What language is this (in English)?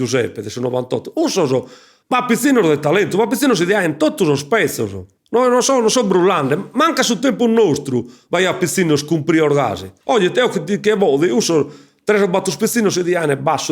Sardinian